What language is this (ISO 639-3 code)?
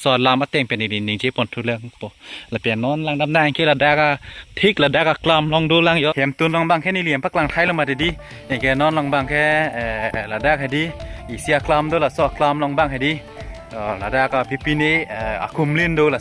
mjw